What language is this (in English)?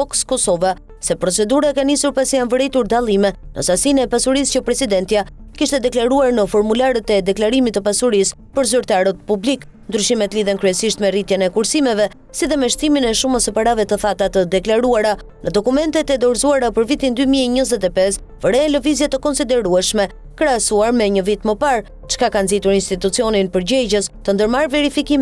Albanian